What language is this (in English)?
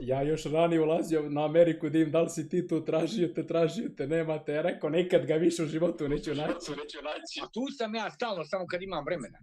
Bosnian